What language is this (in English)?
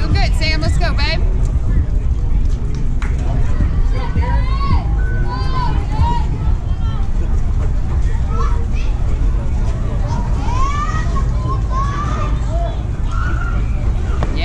English